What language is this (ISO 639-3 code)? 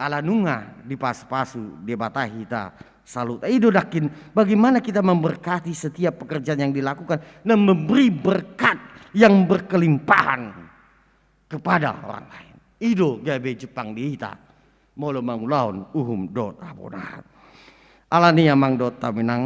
bbc